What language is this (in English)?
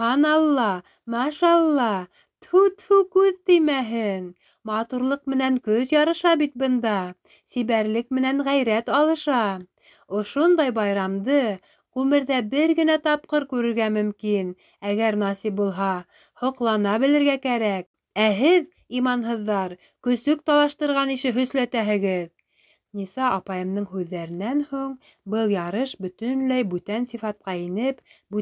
Bashkir